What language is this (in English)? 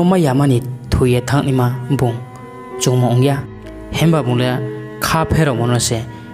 Riang (India)